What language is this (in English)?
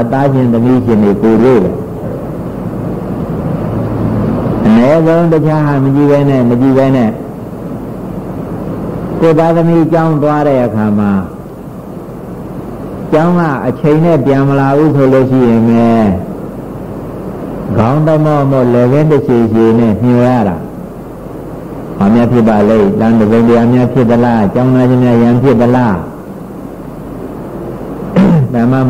Burmese